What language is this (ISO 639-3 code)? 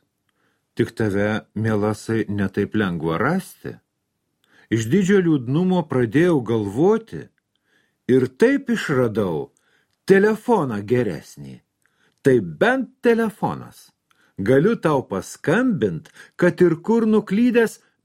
lit